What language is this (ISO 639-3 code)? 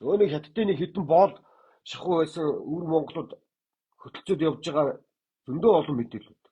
mon